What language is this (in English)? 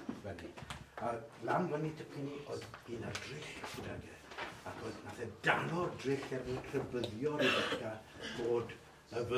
Welsh